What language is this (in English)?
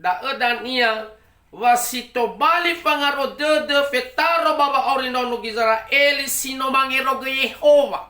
Nias